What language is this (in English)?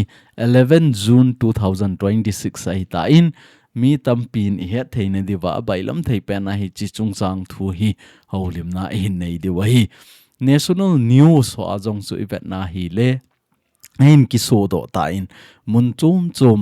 Thado Chin